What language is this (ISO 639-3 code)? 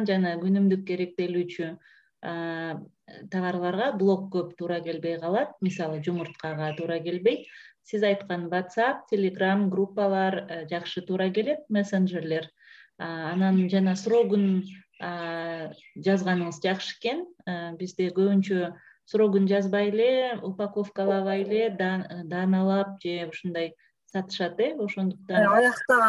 kir